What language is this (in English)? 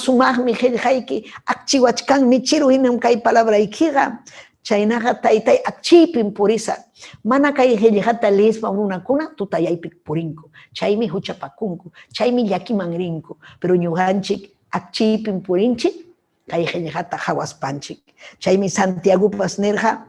Ayacucho Quechua